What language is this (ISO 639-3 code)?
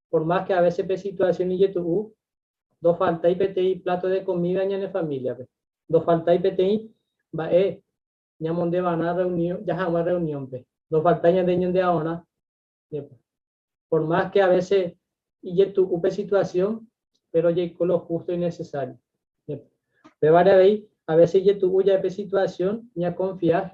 grn